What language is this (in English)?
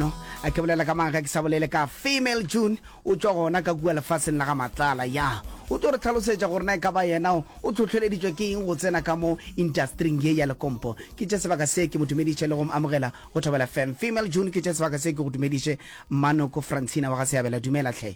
Northern Sotho